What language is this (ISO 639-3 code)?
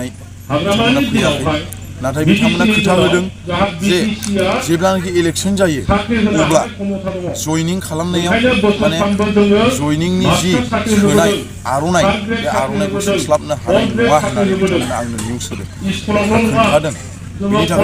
brx